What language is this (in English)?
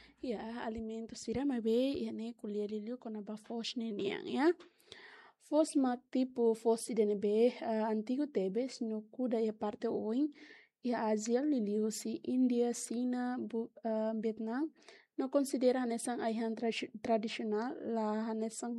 Tetum